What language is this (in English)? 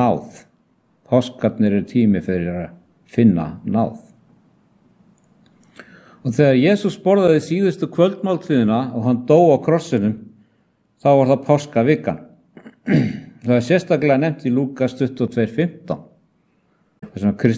Icelandic